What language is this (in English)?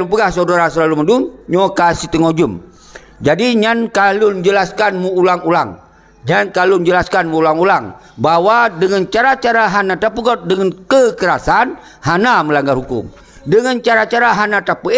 Achinese